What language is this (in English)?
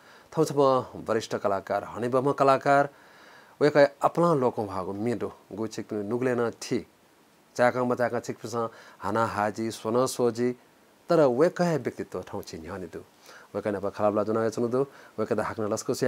Newari